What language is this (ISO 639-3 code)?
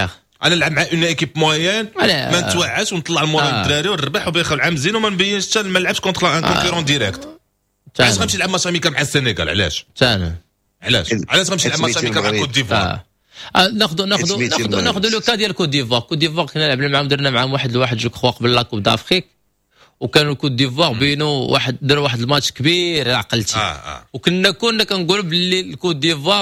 ary